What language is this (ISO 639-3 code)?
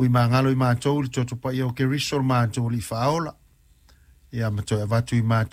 smo